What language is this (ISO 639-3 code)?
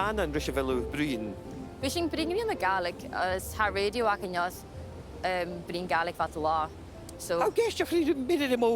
gla